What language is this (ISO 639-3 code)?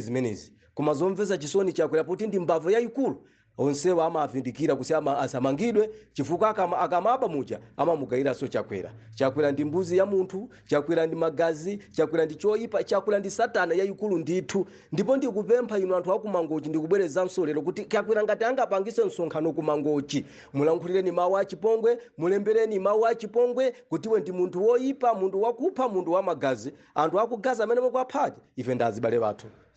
nya